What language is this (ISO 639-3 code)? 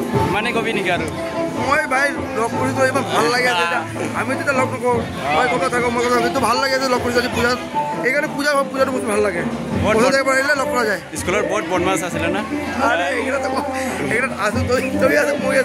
dis